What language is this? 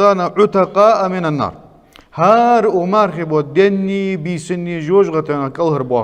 Ingush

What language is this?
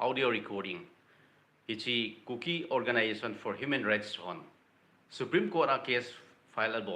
Thado Chin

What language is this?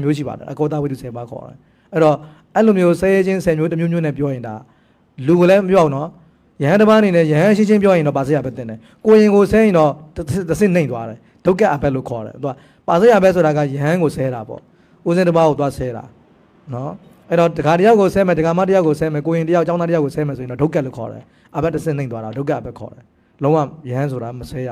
Burmese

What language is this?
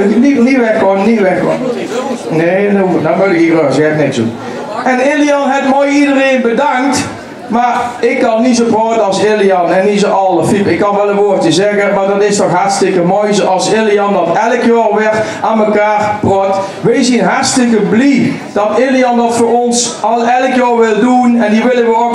Limburgish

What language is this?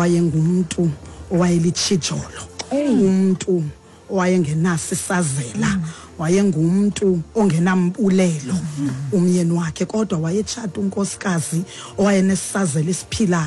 Xhosa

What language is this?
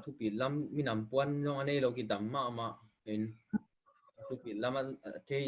Tedim Chin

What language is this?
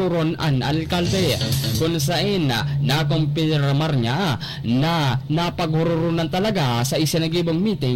Bikol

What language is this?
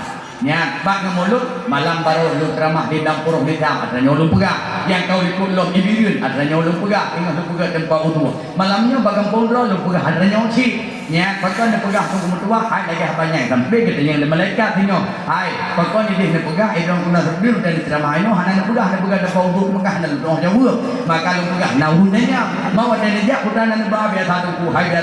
Achinese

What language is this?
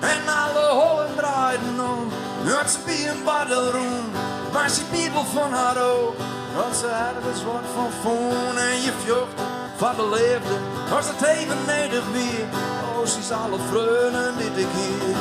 Western Frisian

